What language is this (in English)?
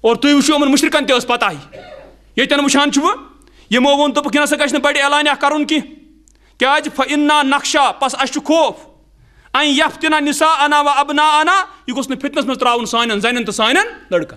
Kashmiri